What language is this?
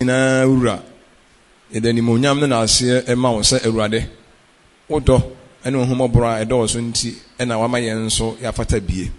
Akan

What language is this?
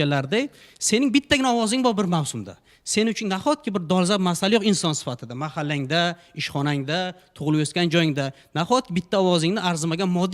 Uzbek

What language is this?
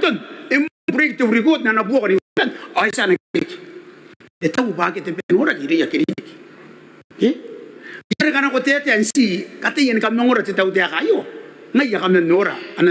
Gilbertese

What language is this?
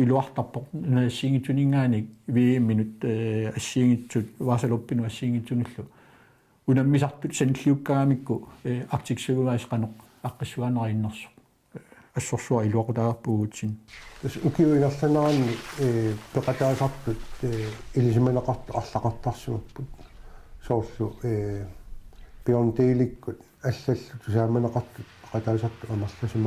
Kalaallisut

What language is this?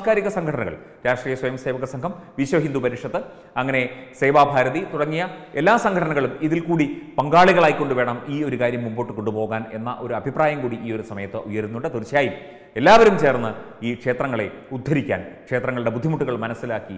Malayalam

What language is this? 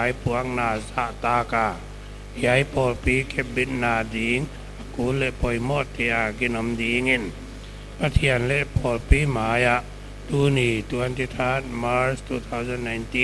Paite Chin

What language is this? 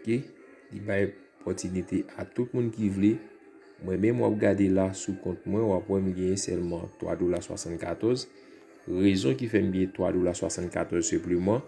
Haitian Creole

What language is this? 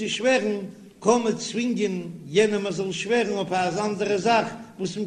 Yiddish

